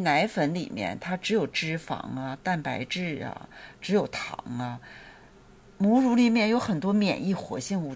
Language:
Chinese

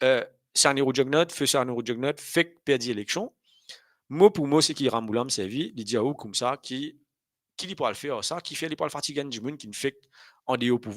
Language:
Morisyen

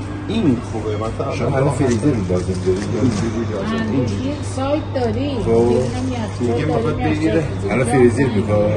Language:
Persian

